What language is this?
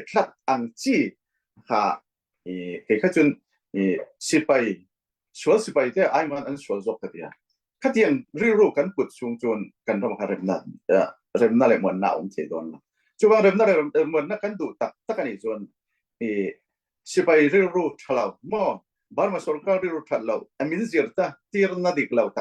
Falam Chin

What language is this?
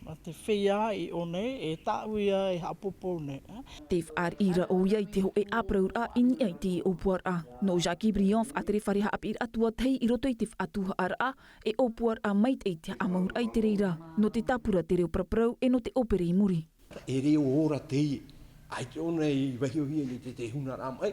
Tahitian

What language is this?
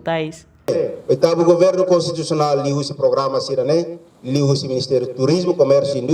Tetum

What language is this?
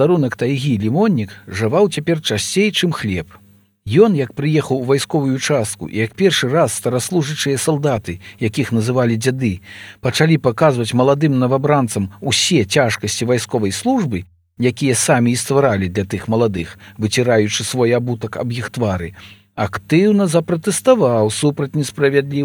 Belarusian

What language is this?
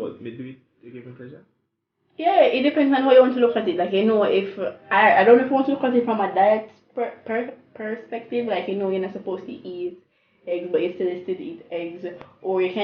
Jamaican Creole English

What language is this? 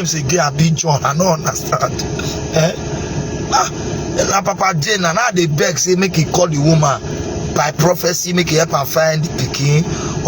Nigerian Pidgin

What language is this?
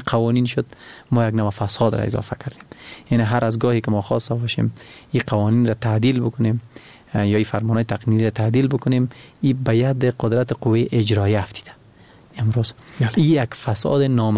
Persian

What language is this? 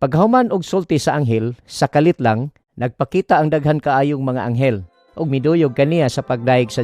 Cebuano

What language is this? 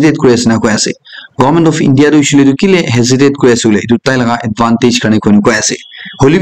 Naga Pidgin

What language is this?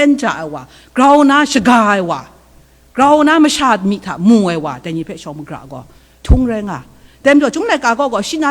Kachin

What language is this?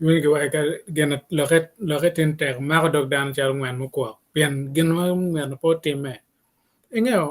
Acoli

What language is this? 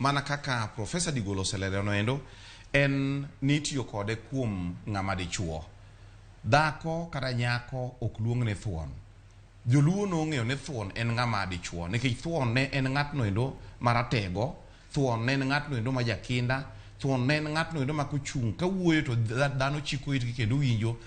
Luo (Kenya and Tanzania)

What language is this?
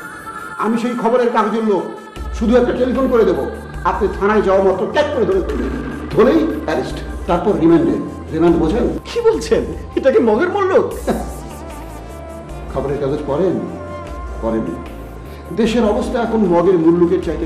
Bangla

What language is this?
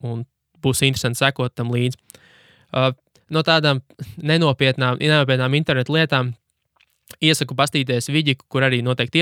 Latvian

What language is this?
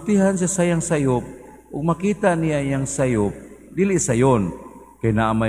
Cebuano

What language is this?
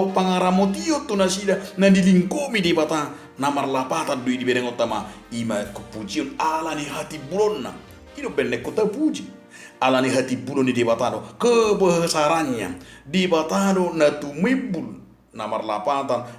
Batak Toba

